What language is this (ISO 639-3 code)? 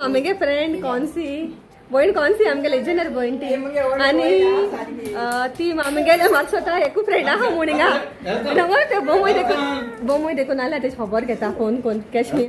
kok